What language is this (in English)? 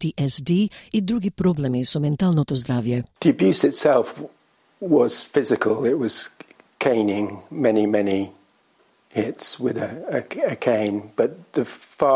Macedonian